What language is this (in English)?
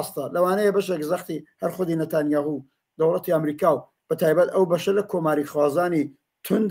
Central Kurdish